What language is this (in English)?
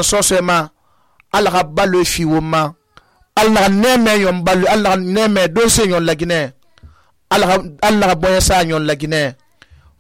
Susu